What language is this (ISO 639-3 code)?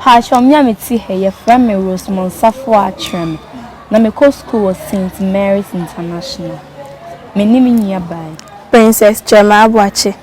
aka